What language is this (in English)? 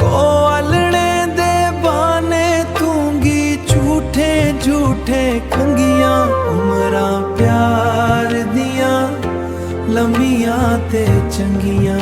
Dogri